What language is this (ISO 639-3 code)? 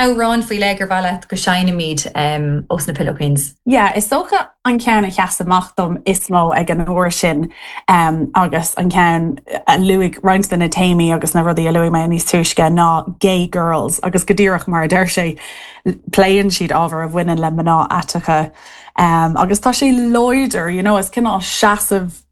gle